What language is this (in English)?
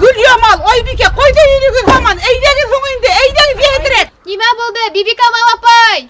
Bashkir